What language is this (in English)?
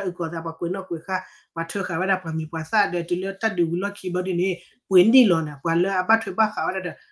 S'gaw Karen